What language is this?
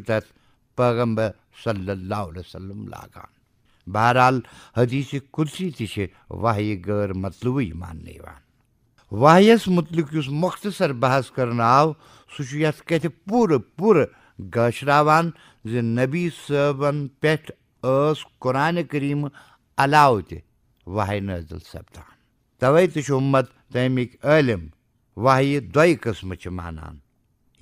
Kashmiri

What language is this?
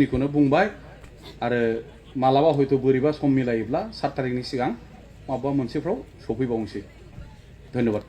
Bodo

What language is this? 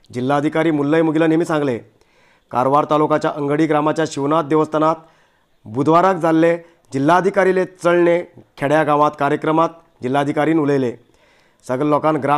Konkani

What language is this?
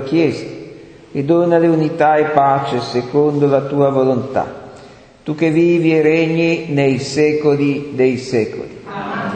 Italian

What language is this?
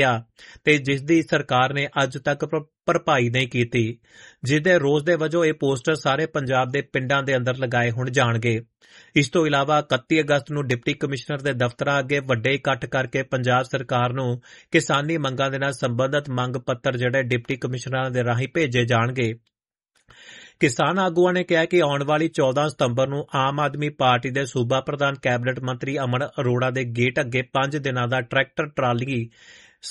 Punjabi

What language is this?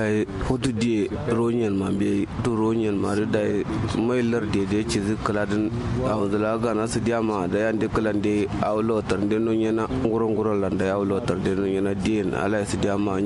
Kanuri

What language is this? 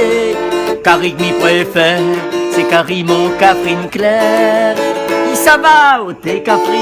Réunion Creole French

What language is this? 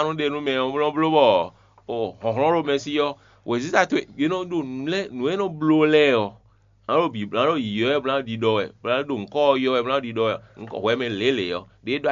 Fon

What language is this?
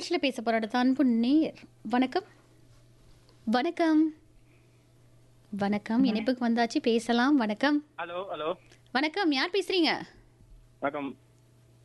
Tamil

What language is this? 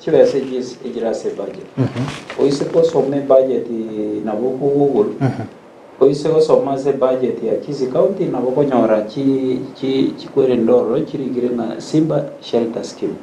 Gusii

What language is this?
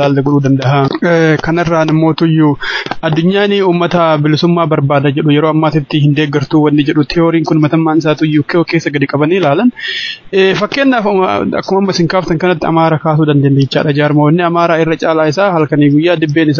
Oromo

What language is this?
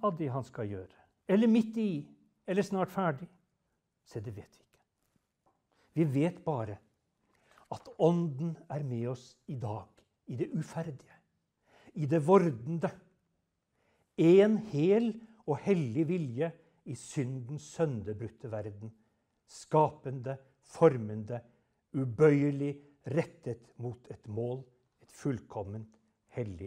Norwegian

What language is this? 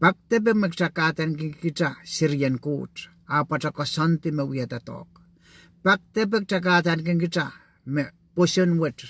Pohnpeian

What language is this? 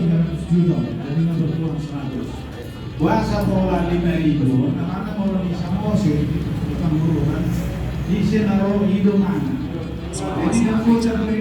Batak Toba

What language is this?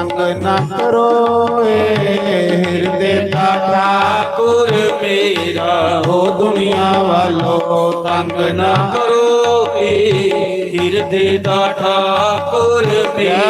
Dogri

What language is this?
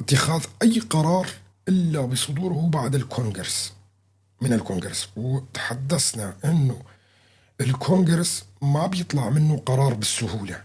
North Levantine Arabic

